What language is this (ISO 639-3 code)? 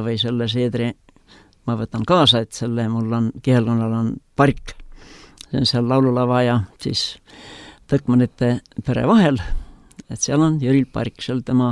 est